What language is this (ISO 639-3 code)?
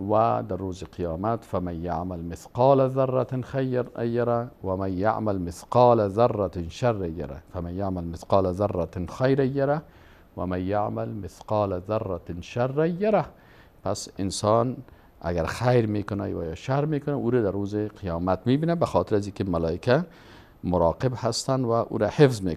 fas